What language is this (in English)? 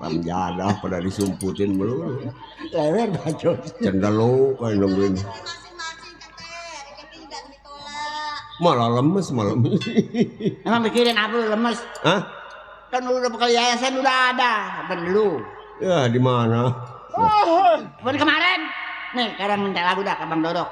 Betawi